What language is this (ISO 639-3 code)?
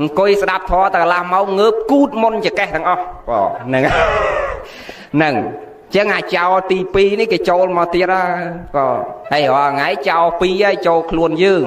khm